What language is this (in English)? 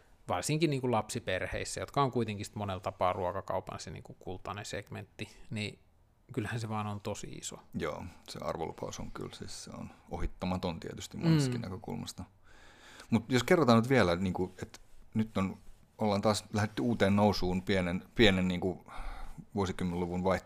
Finnish